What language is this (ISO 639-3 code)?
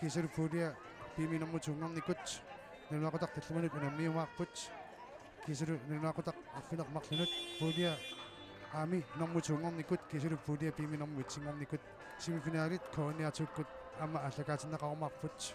kal